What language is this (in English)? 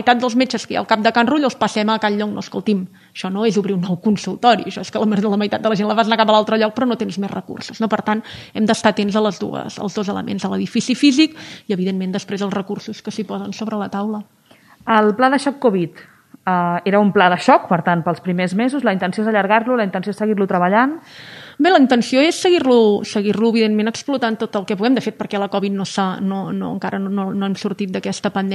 Catalan